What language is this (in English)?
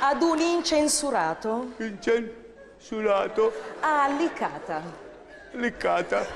Sicilian